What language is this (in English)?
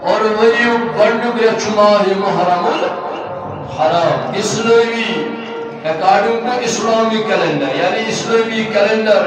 Kashmiri